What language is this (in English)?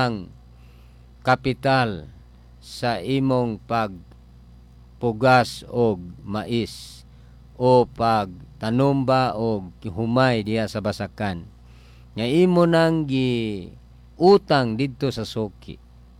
Cebuano